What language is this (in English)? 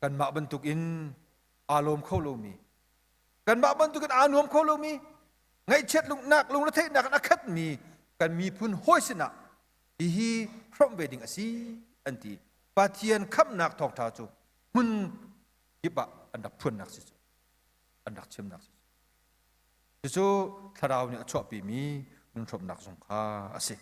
Hakha Chin